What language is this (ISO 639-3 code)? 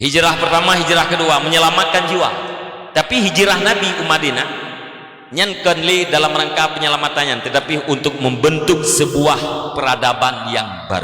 ace